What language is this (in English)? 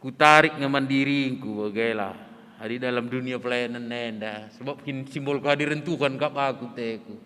Batak Karo